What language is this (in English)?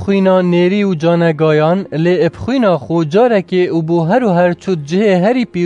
Kurdish